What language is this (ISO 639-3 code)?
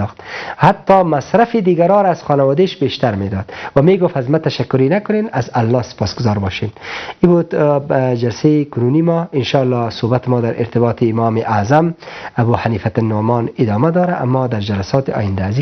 fas